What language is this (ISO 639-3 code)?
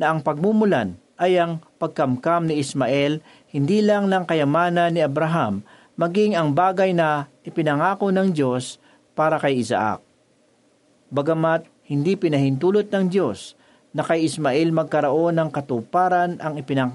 fil